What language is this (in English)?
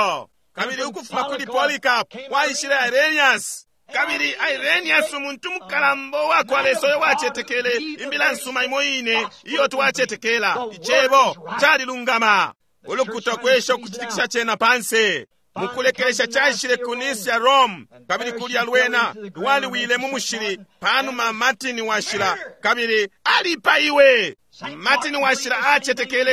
Bemba